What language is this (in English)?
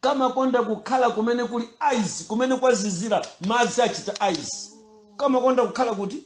Nyanja